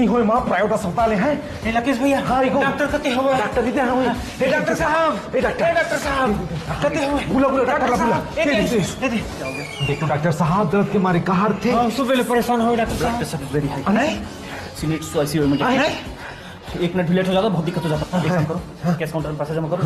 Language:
Chhattisgarhi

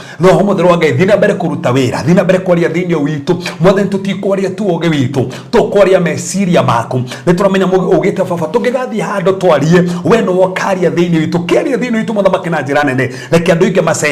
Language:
Kikuyu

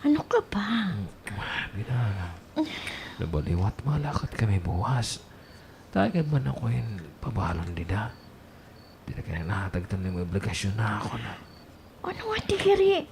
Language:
Waray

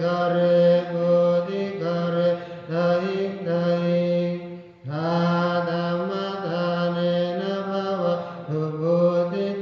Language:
Pali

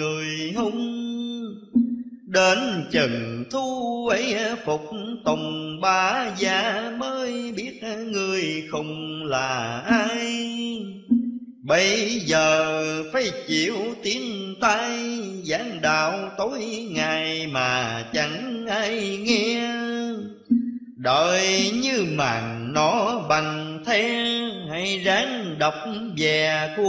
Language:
Vietnamese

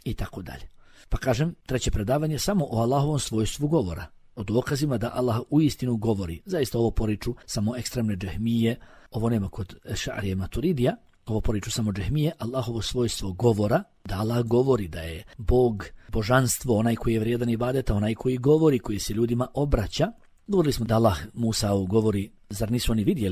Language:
Bosnian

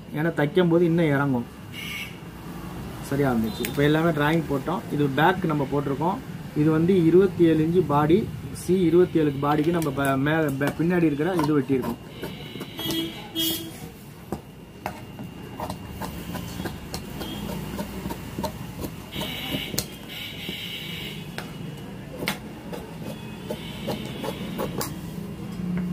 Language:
Tamil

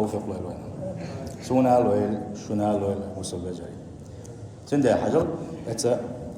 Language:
Chechen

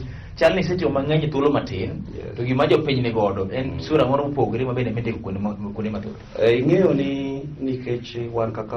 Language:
Luo (Kenya and Tanzania)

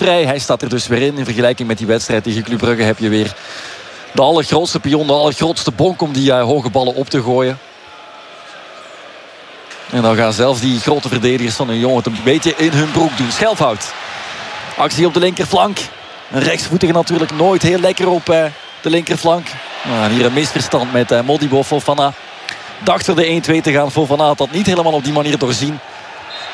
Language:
Dutch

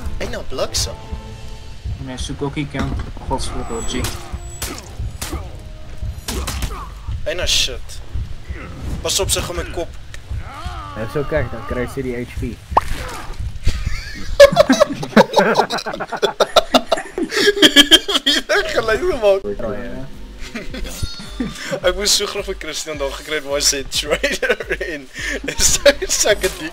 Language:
Afrikaans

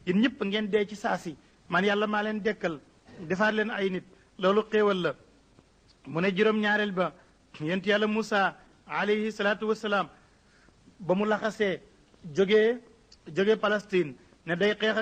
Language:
Wolof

